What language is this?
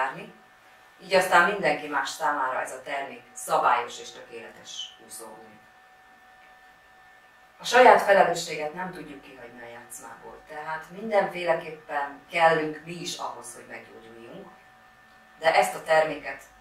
Hungarian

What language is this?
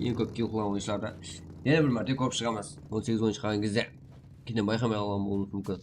Kara-Kalpak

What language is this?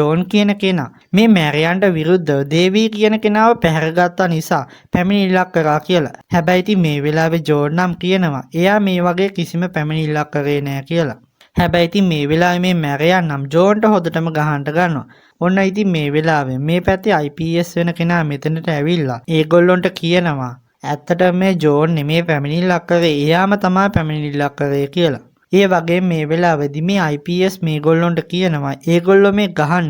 Sinhala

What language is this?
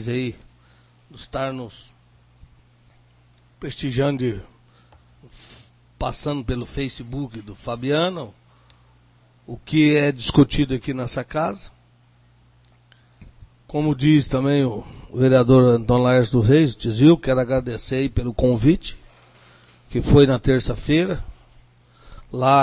Portuguese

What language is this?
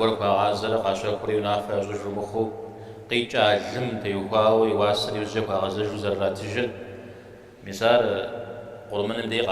Kabardian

